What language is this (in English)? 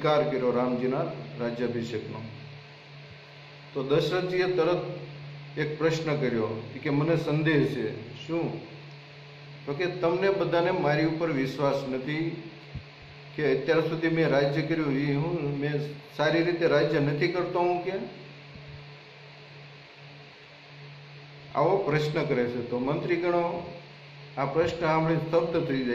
Gujarati